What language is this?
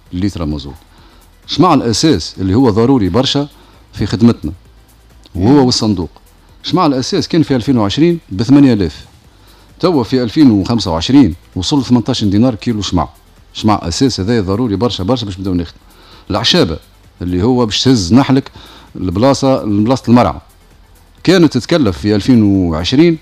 Tunisian Arabic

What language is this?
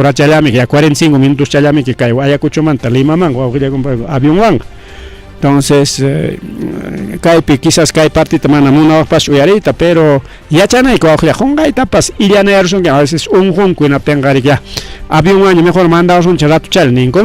Ayacucho Quechua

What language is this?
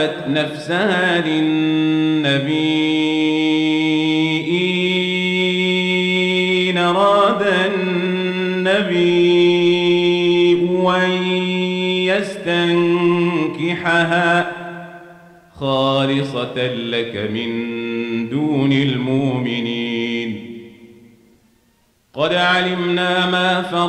Arabic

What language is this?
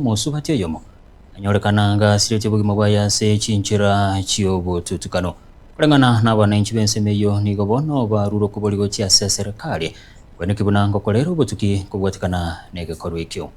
Gusii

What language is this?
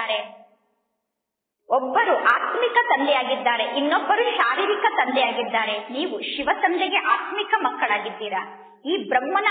Kannada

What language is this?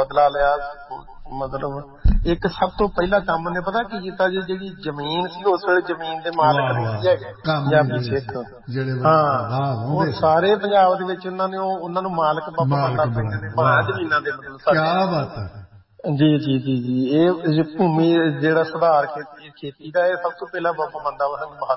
Punjabi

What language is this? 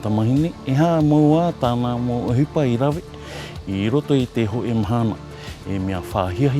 Tahitian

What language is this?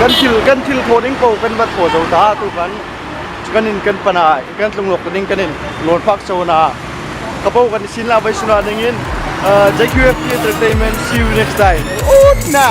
Hmar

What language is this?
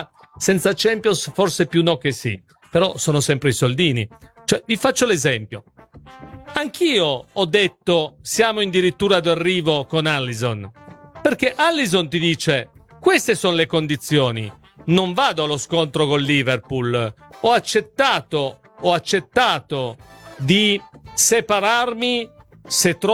Italian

